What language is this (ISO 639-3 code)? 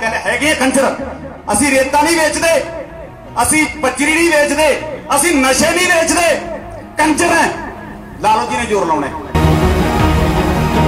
pan